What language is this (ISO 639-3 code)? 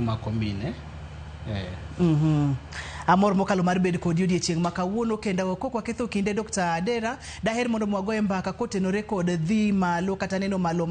luo